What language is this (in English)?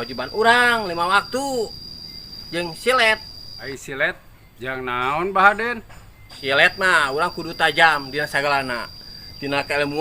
Sundanese